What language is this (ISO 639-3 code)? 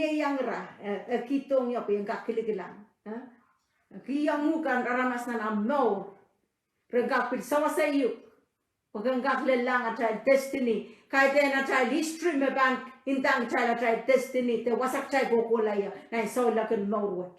pon